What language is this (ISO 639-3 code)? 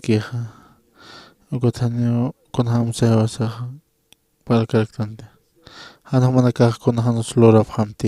aym